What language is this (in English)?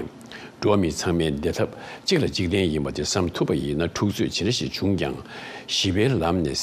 Tibetan